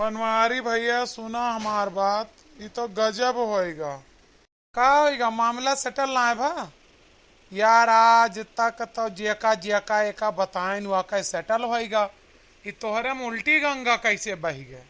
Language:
Awadhi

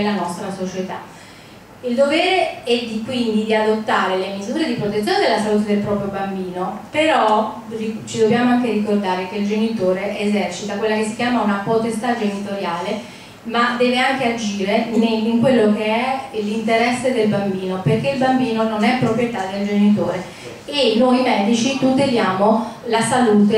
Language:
Italian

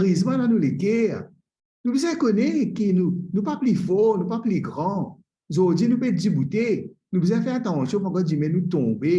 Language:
Morisyen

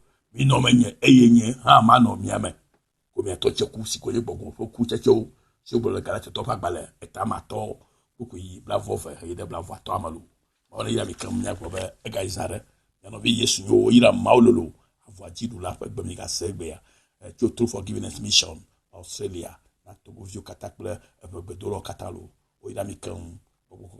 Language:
Ewe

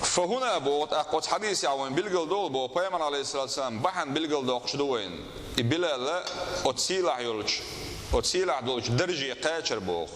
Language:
Chechen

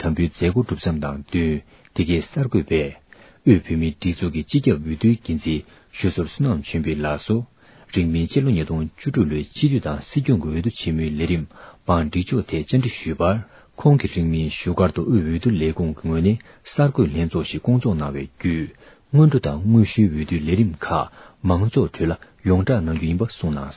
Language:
Tibetan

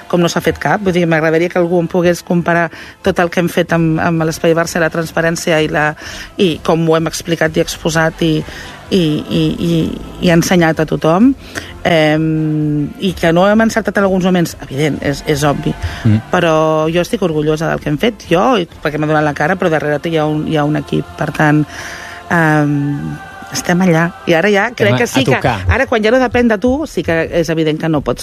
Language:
Catalan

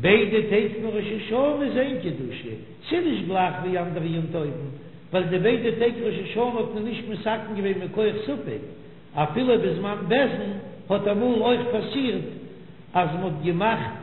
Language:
Yiddish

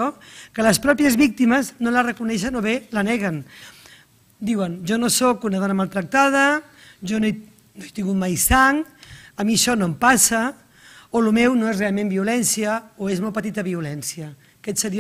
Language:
Catalan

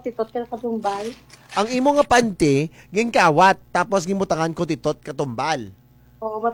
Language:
Kinaray-a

